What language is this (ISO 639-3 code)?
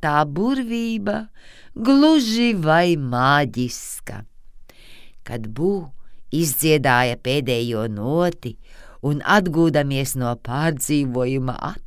lav